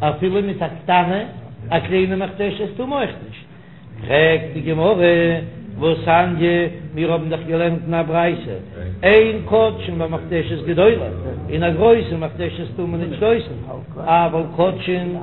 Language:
Yiddish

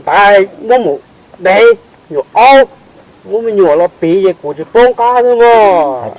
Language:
Hmong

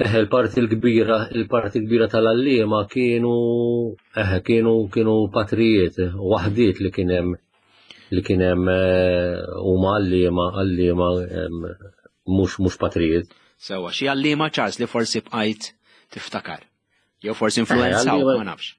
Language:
Maltese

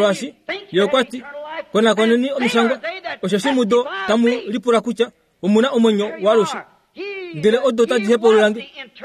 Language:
Kuanyama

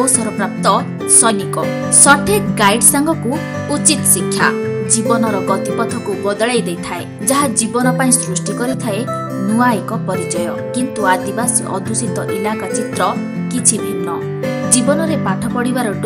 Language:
Odia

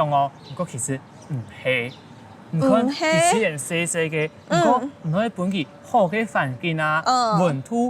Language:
Hakka Chinese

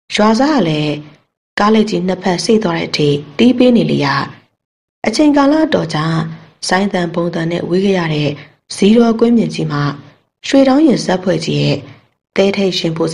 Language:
Burmese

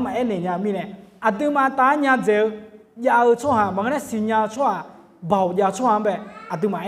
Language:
Akha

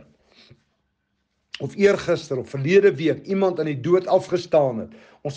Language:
Afrikaans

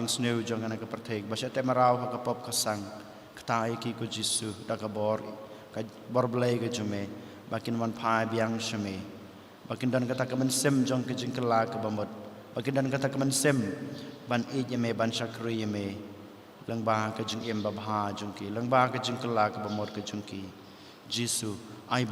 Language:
Khasi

